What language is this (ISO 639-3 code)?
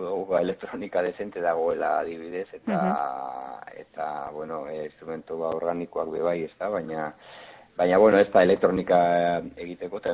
eus